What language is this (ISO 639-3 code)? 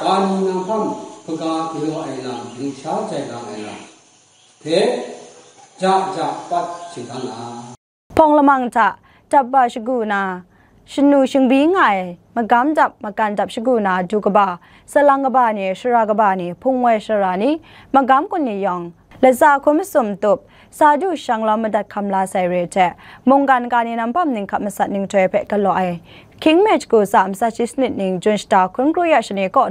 kac